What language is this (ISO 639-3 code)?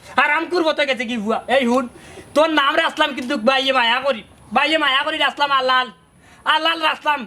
syl